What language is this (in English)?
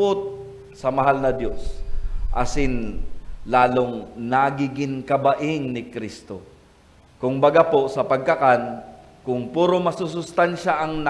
Bikol